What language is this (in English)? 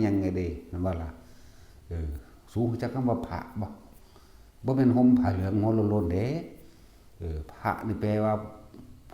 Northeastern Thai